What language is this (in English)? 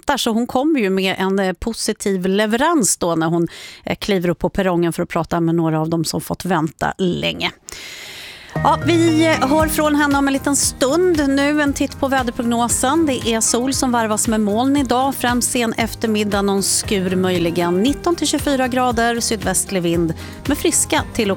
Swedish